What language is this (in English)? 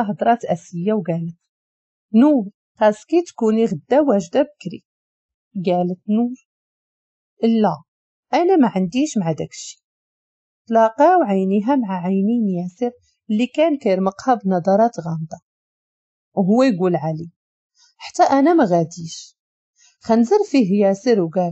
Moroccan Arabic